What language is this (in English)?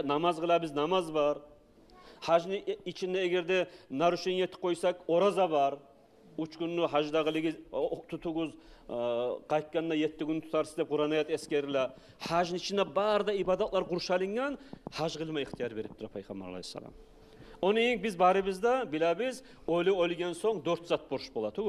Kumyk